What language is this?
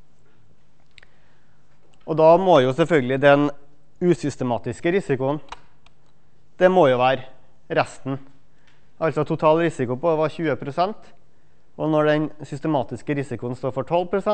Norwegian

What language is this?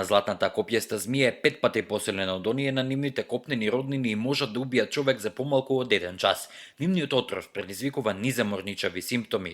Macedonian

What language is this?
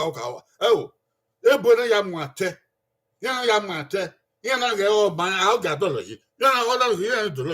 Bini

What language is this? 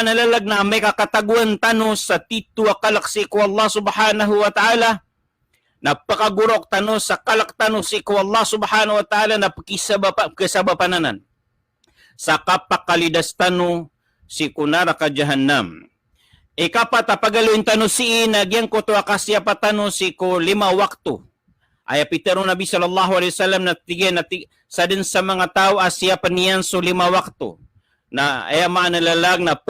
Maranao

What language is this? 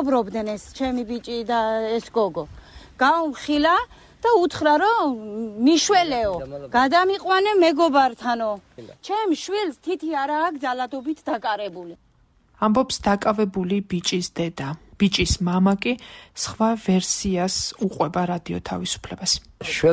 Georgian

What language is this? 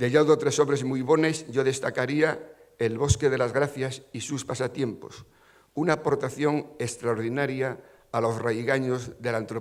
Asturian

